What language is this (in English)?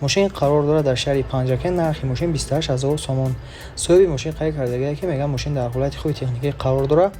Tajik